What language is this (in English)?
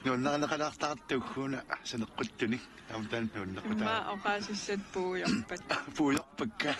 Kalaallisut